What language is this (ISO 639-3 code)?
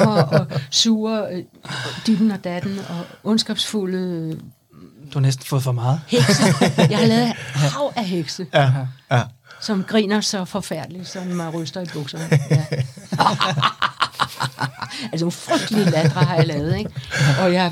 dan